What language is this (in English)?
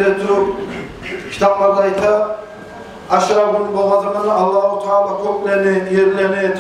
Kumyk